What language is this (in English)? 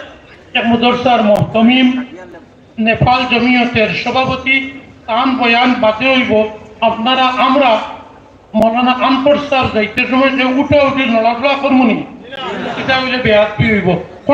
Sylheti